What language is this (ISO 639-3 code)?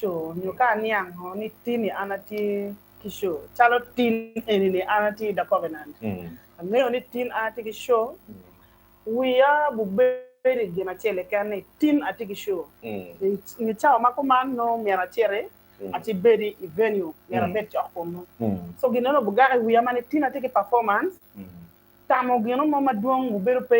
ach